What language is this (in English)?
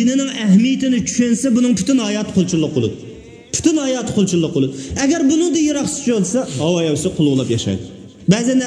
Uyghur